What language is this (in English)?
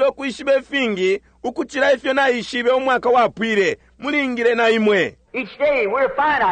Bemba